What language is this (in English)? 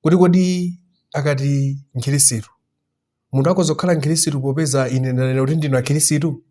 Nyanja